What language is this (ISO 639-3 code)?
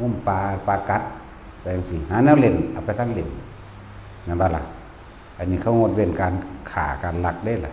tts